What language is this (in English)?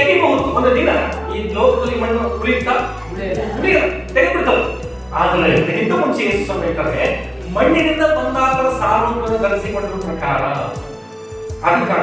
Kannada